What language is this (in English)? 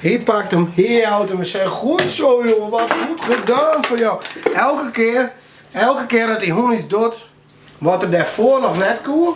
Western Frisian